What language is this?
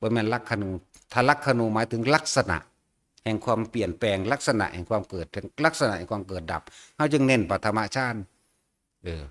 Northeastern Thai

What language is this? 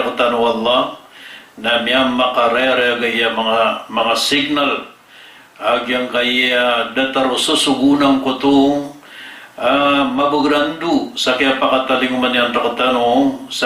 Maranao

